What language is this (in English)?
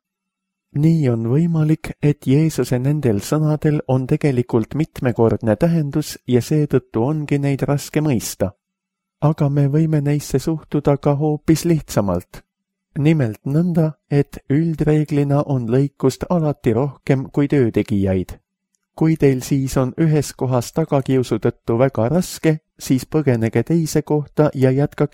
Estonian